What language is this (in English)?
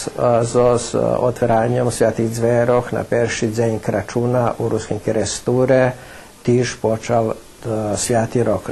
Rusyn